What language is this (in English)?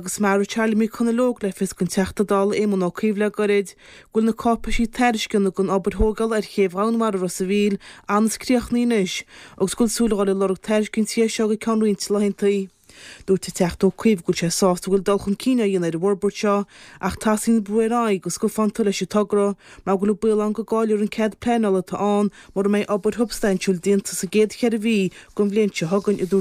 Irish